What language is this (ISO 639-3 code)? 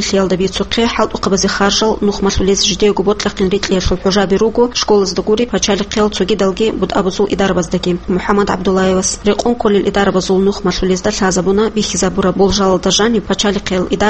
ava